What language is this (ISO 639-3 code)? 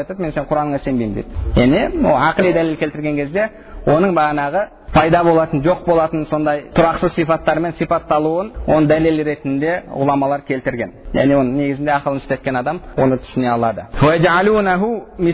kaz